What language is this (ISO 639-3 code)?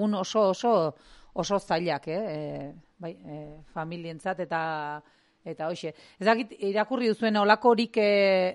eus